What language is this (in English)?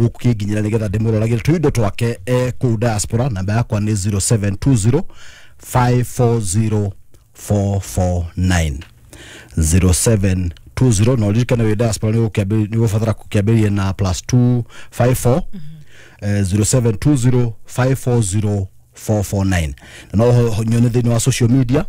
Kikuyu